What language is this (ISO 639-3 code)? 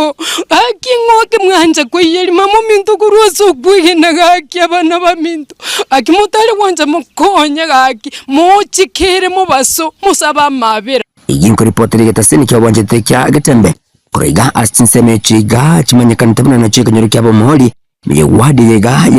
guz